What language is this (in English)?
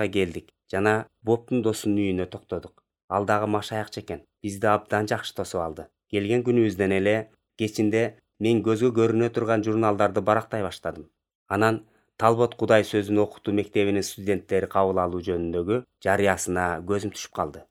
Kyrgyz